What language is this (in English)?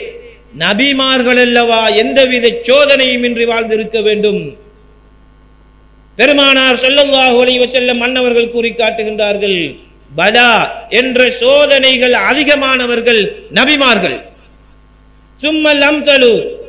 Tamil